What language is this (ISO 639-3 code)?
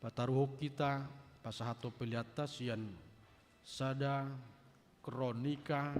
bbc